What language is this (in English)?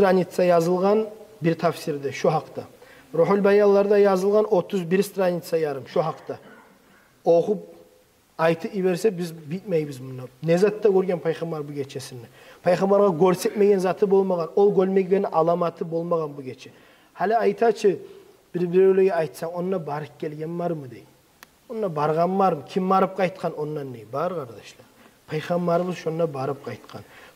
Kumyk